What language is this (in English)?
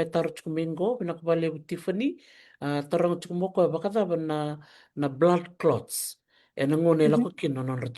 Fijian